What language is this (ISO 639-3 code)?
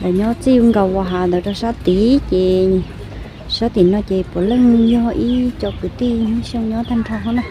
hmn